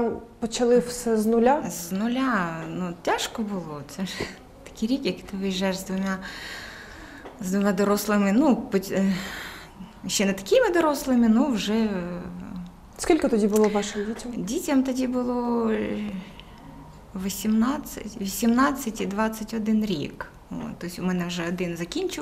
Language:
Ukrainian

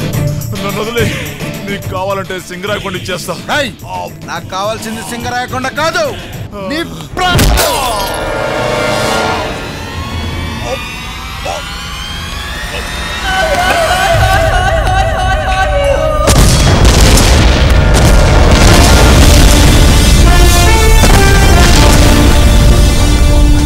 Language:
Telugu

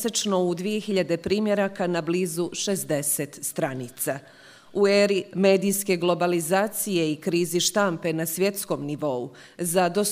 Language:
Bosnian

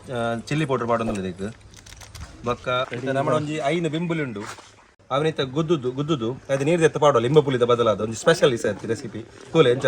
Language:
Tulu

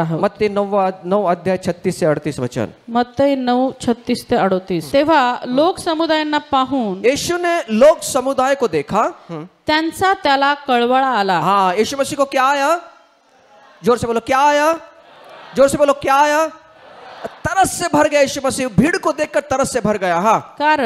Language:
Marathi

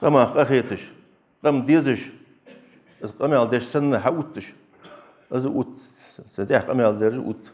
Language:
Ingush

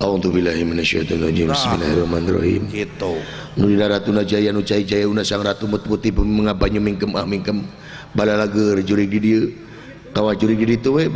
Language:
Sundanese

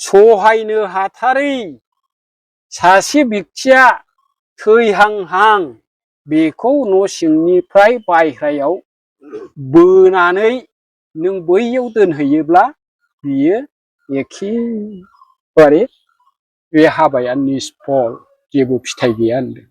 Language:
Bodo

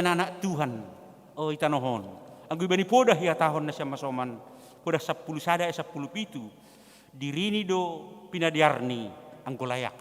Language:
Batak Simalungun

